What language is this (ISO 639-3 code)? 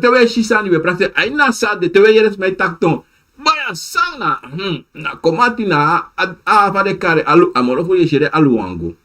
srn